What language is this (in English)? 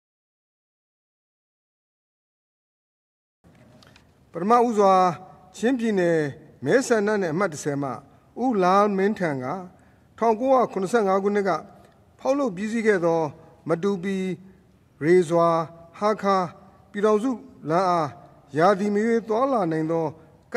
Burmese